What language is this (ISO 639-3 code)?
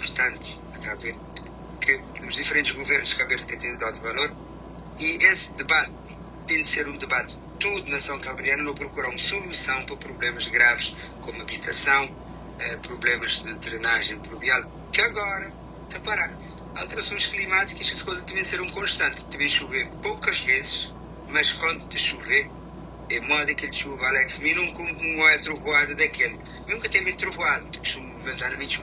kea